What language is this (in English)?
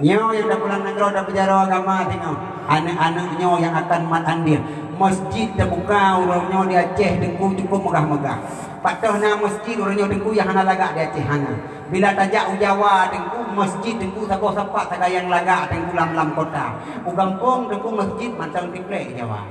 Achinese